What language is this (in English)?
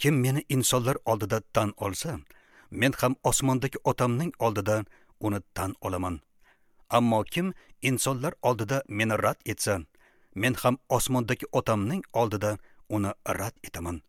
Uzbek